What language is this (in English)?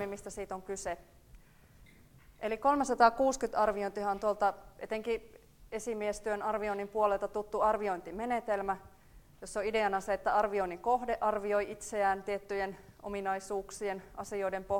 Finnish